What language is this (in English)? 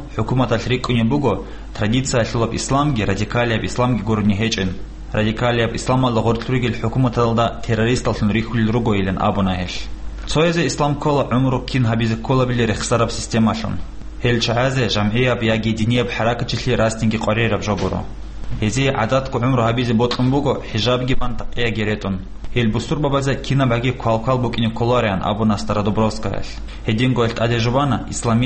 Avaric